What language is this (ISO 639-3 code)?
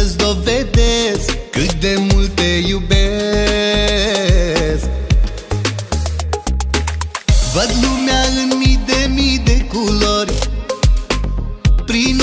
ron